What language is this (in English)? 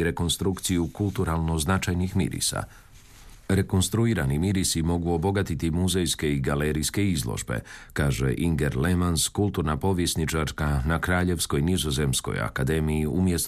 Croatian